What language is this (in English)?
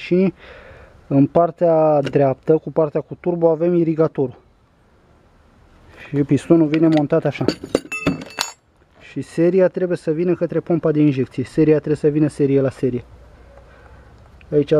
Romanian